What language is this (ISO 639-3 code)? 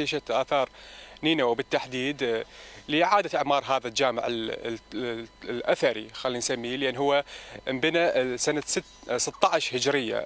acm